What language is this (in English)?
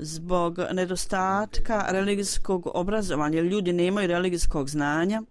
Bosnian